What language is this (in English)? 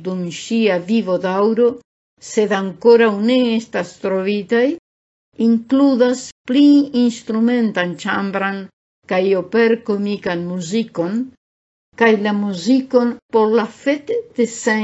Esperanto